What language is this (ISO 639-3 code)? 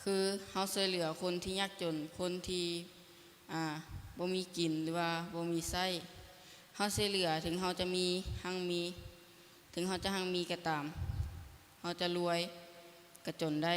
lao